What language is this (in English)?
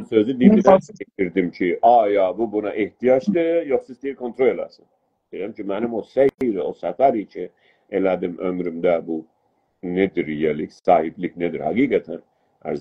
South Azerbaijani